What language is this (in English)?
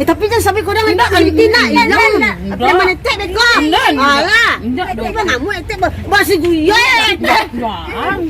Minangkabau